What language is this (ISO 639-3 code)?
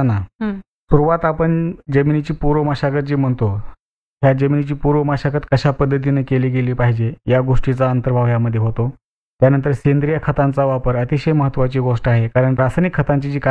mar